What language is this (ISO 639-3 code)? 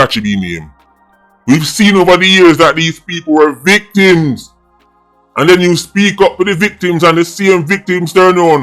jam